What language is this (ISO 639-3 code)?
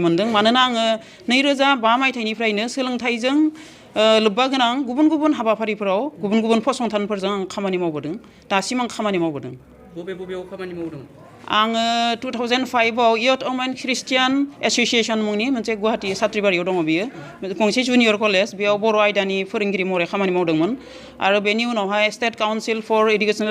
brx